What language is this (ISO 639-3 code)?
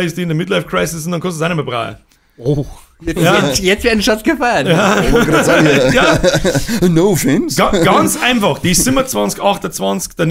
bar